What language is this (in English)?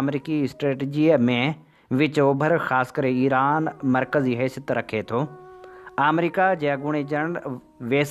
Sindhi